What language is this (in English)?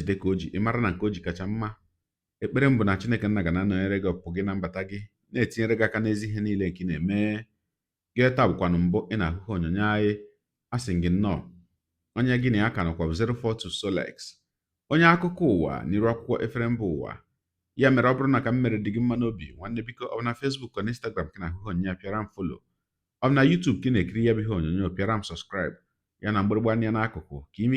Igbo